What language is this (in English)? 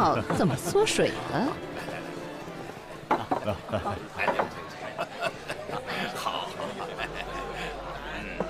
Chinese